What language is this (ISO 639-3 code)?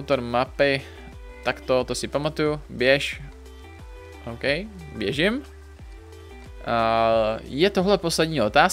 ces